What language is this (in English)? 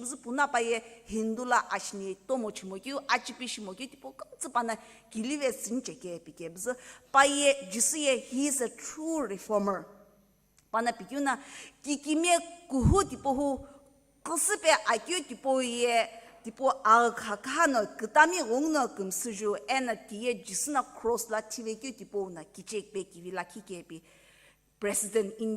Sumi Naga